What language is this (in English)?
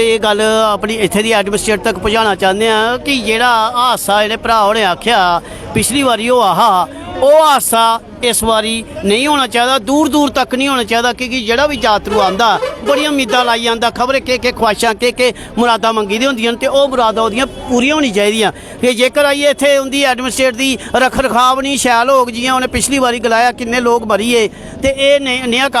Dogri